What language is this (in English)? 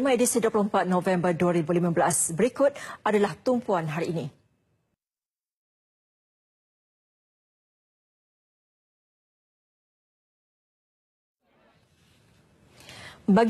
Malay